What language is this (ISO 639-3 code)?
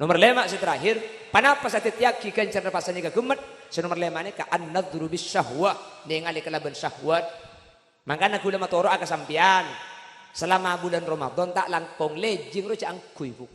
mad